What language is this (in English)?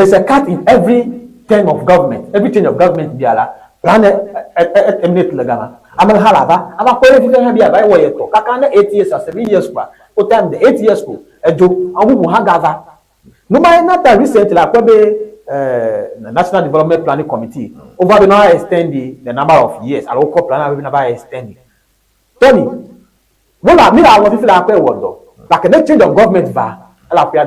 Ewe